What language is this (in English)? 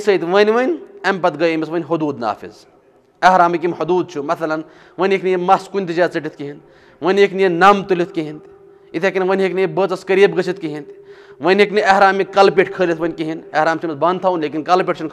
Kashmiri